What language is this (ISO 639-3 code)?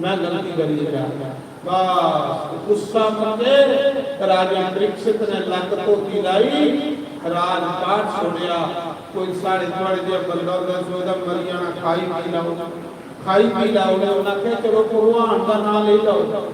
doi